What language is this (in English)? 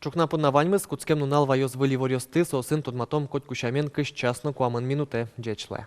Udmurt